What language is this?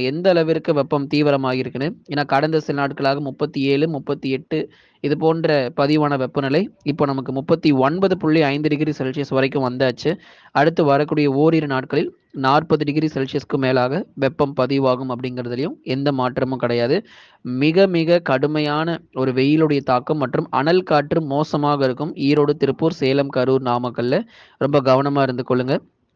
Tamil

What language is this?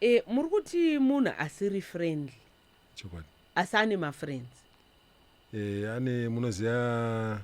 Shona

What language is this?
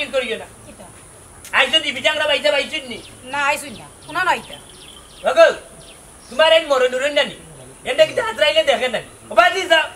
Sylheti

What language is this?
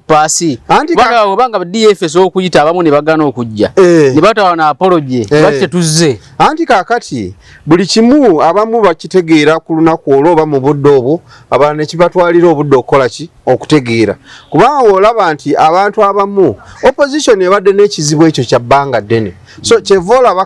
Ganda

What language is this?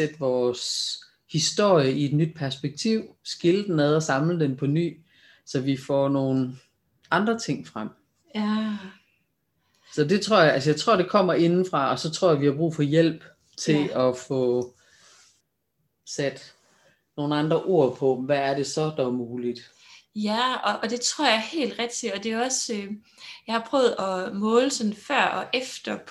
Danish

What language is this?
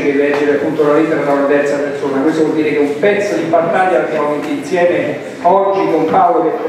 Italian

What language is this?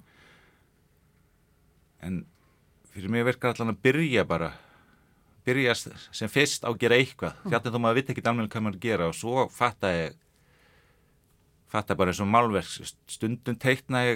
Icelandic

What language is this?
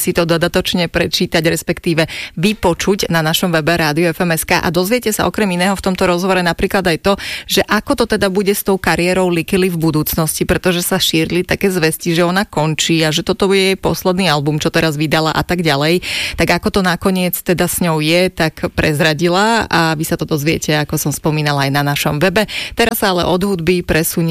Slovak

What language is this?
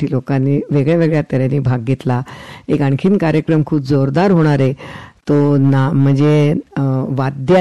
Marathi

